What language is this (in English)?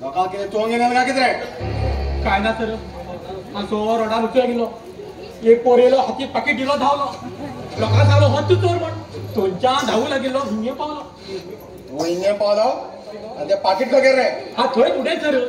Konkani